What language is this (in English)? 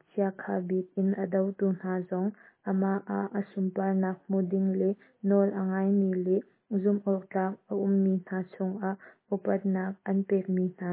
Hakha Chin